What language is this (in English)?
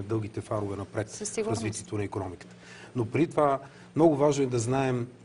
Bulgarian